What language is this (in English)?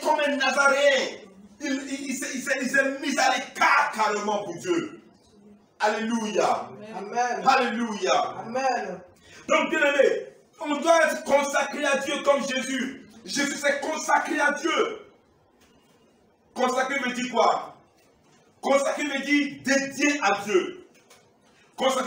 French